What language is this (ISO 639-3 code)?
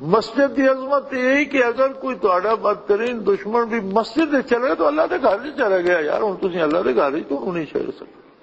lah